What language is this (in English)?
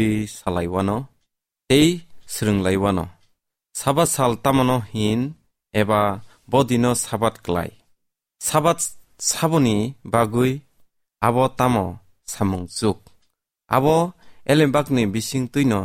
Kok Borok